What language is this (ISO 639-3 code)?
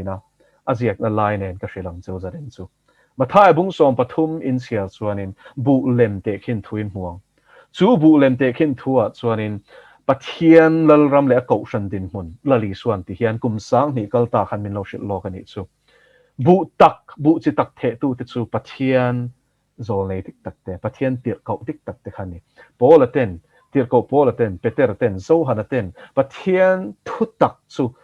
lus